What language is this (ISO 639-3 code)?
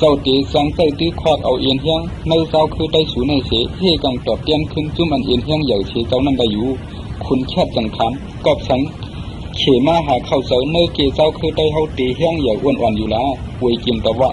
shn